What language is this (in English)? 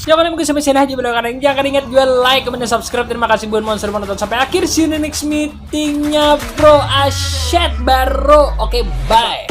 Banjar